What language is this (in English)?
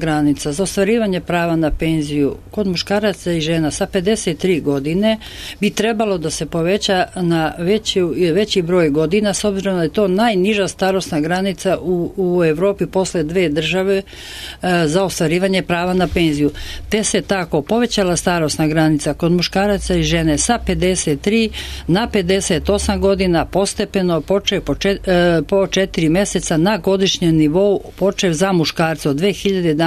Serbian